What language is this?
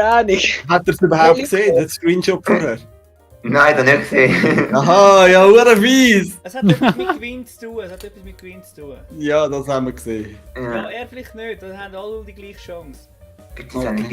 Swiss German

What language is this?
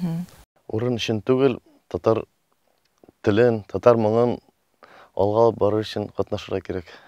Tatar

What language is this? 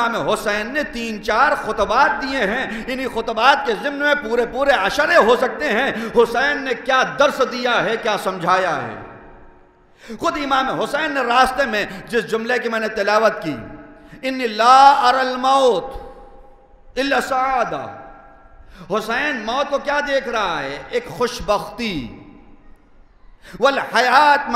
Urdu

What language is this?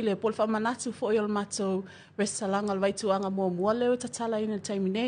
Samoan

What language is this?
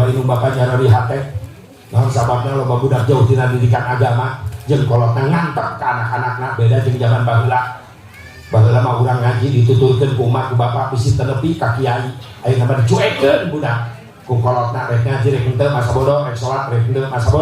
Sundanese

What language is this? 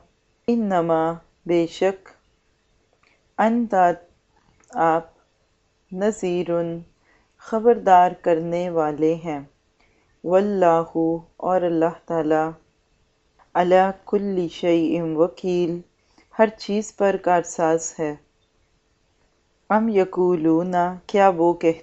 Urdu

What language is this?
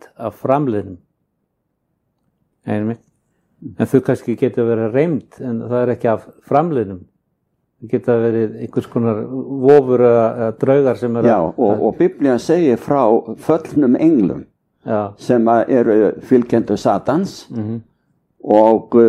Icelandic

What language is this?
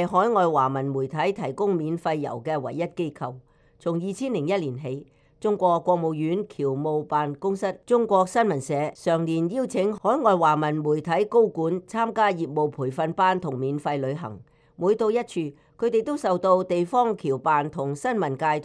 Cantonese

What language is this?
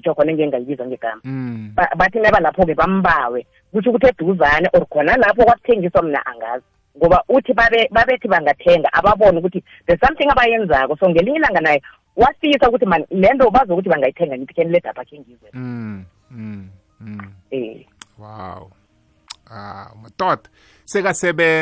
South Ndebele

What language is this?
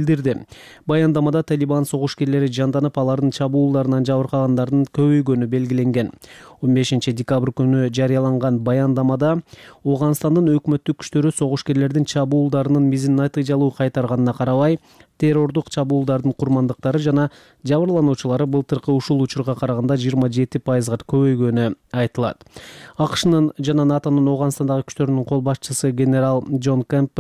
Kyrgyz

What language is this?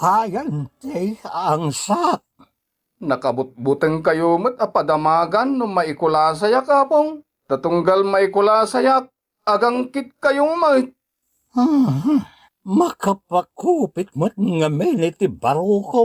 Iloko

